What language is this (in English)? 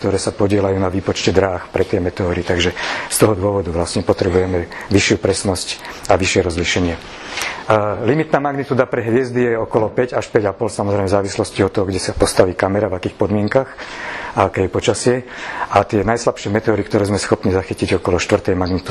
Slovak